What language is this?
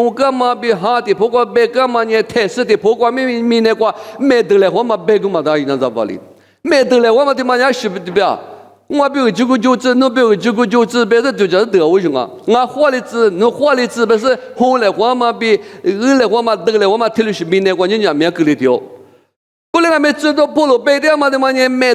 Lisu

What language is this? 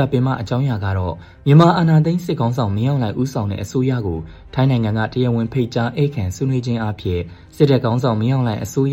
Burmese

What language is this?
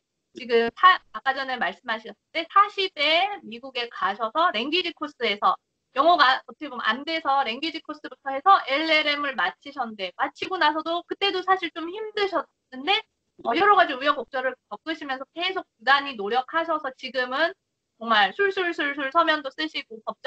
Korean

